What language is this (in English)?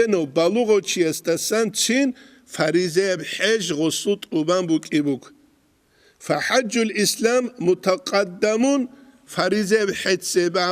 Avaric